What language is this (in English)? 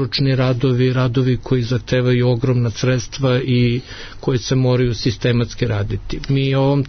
Serbian